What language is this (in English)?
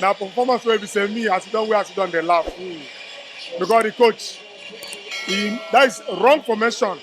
Nigerian Pidgin